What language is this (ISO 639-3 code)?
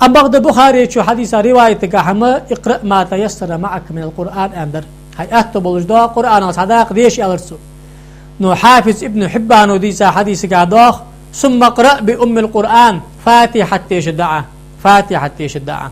inh